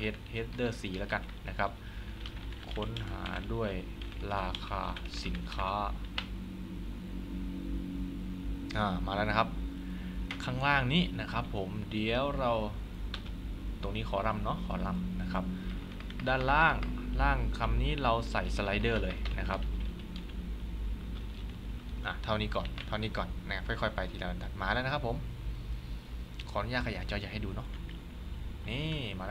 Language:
Thai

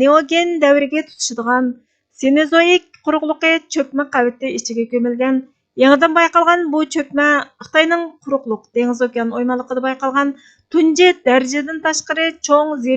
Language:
Uyghur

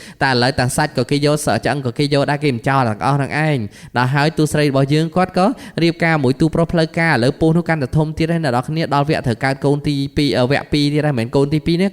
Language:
Khmer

